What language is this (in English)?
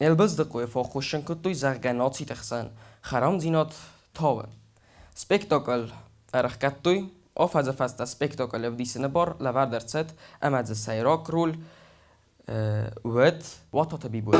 Ossetic